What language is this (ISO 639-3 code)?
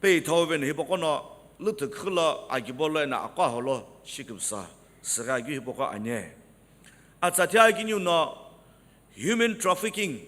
nsm